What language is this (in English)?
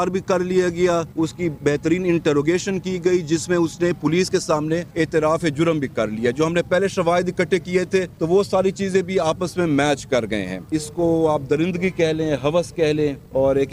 Urdu